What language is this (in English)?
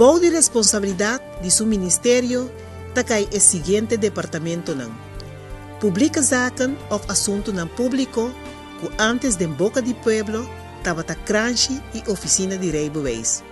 Papiamento